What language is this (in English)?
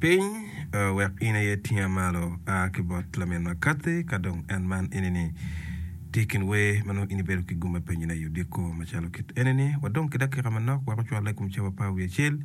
Acoli